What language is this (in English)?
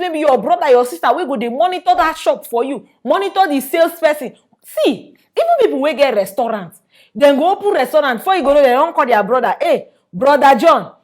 Nigerian Pidgin